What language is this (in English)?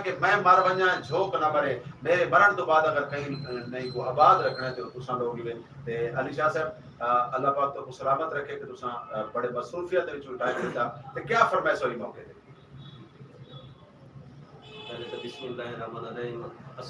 Saraiki